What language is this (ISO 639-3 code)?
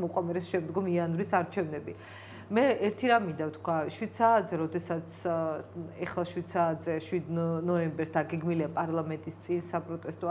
kat